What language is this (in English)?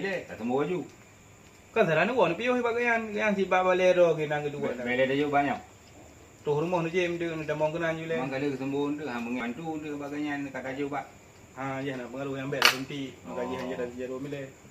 Achinese